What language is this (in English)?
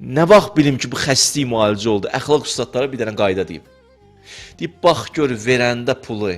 Azerbaijani